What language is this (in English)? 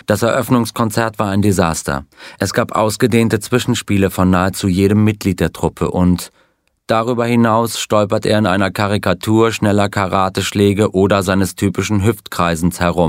German